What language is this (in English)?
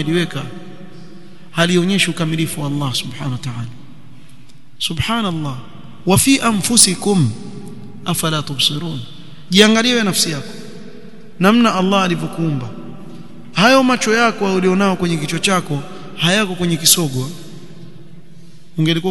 Swahili